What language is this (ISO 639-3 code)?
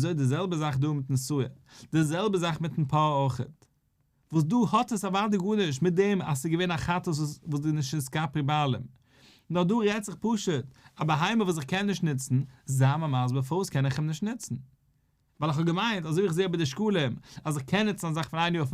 yid